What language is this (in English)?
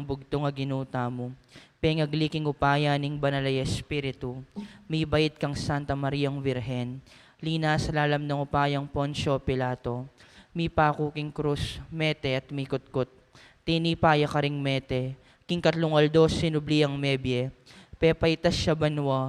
Pampanga